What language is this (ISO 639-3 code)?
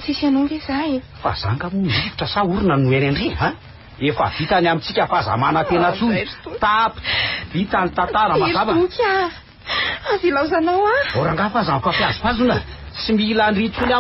mlg